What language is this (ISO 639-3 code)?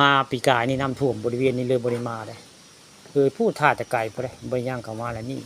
tts